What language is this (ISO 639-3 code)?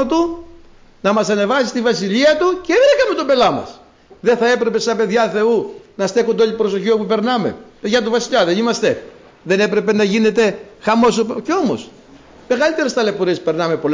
ell